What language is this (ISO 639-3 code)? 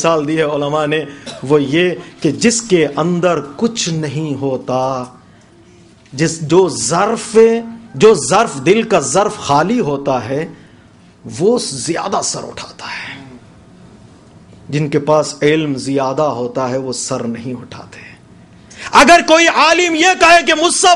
urd